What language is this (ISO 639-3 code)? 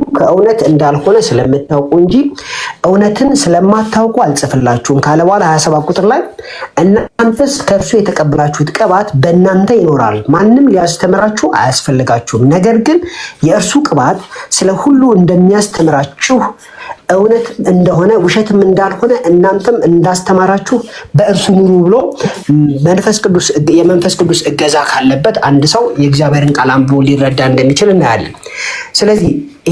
amh